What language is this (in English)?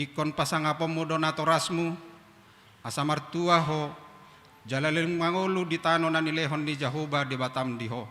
Batak Toba